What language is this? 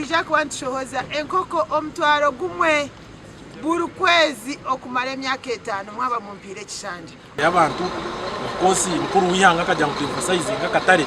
Nyankole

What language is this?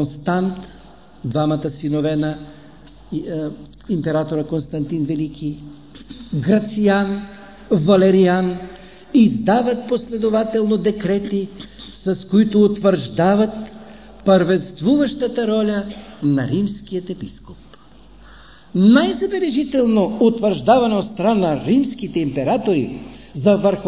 Bulgarian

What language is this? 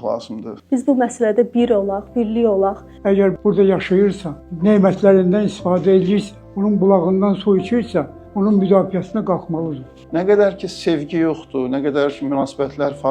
Azerbaijani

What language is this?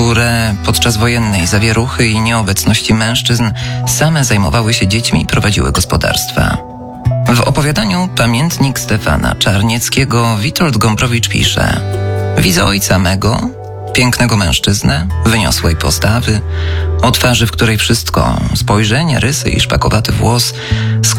Polish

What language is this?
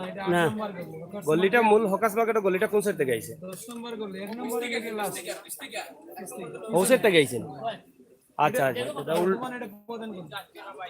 Sylheti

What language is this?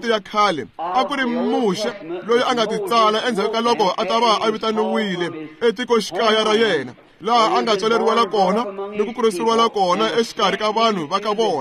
Tsonga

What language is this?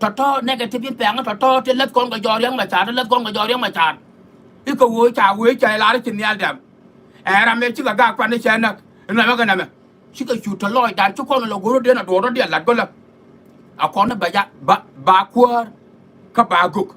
Nuer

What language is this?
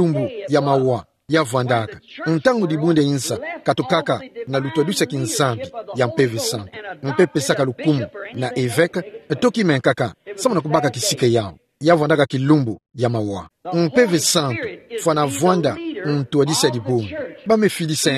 Kituba (Democratic Republic of Congo)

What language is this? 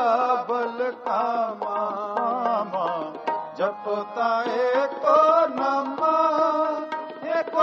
Punjabi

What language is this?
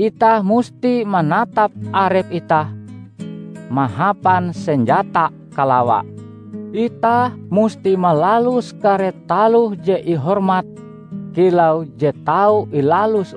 Ngaju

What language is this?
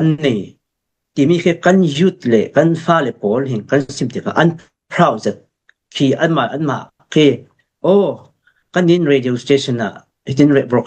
Falam Chin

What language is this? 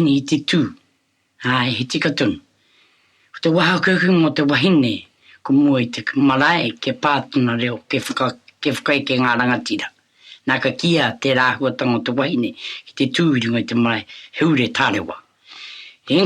Māori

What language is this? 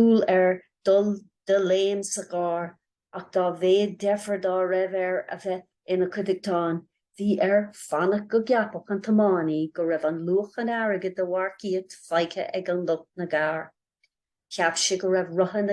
Irish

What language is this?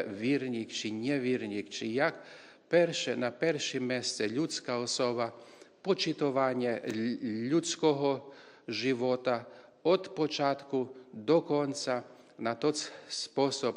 Rusyn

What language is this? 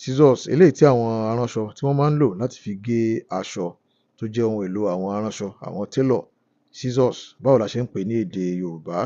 Yoruba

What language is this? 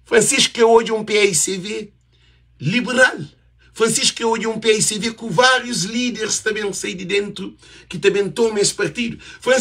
Kabuverdianu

